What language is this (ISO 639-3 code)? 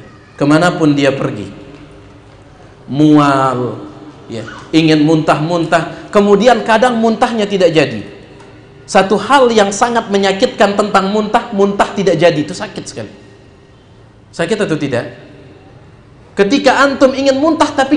ind